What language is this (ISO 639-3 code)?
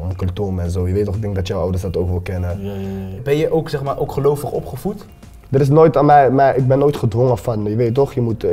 nld